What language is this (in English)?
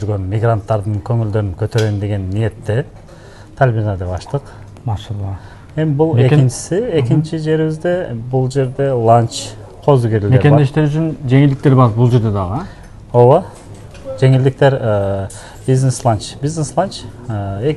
Kyrgyz